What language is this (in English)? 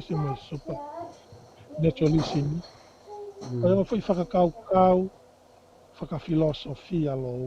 Tongan